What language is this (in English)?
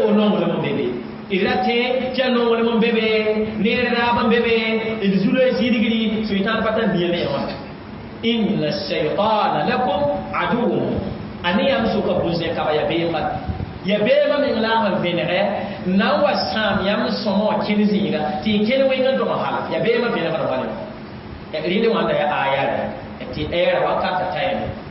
Mossi